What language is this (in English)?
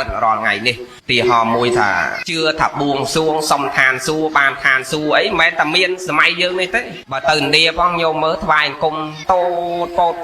Khmer